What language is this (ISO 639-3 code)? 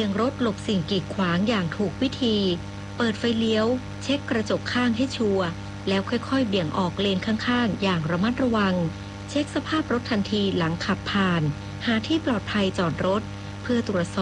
tha